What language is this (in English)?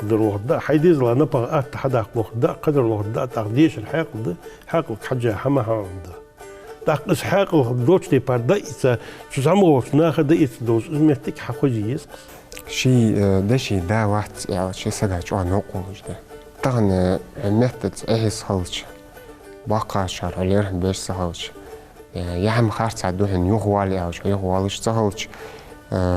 Ingush